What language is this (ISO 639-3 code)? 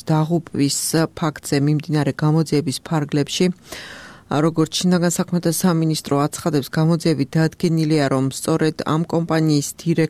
kat